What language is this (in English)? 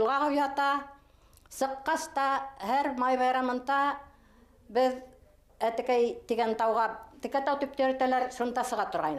Bashkir